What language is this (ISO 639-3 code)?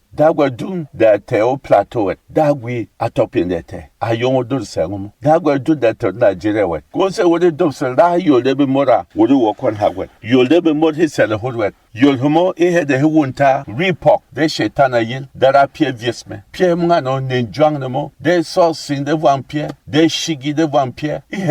bom